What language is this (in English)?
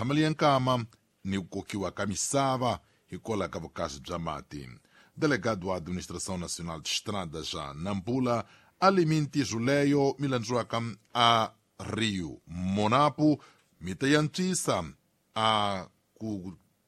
Tsonga